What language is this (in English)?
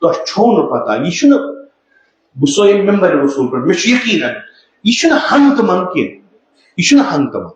Kashmiri